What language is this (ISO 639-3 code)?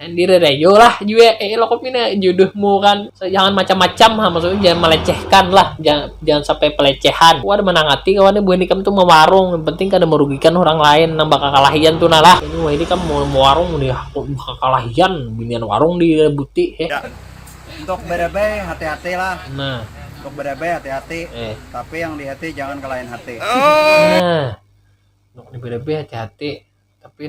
bjn